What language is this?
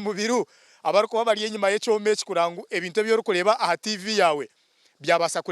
Nyankole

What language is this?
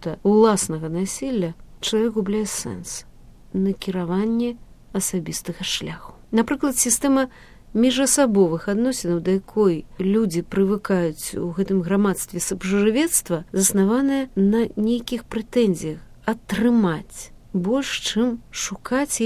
Belarusian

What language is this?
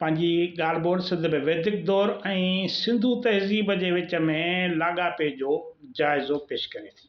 Sindhi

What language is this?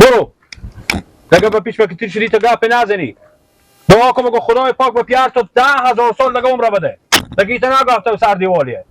Persian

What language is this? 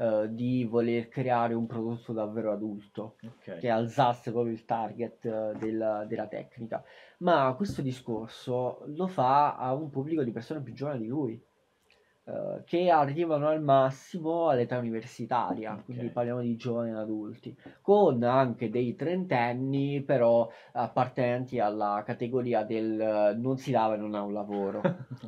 Italian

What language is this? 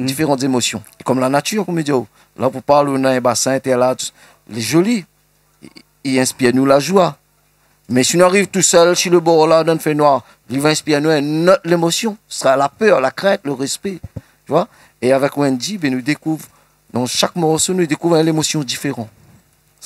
Réunion Creole French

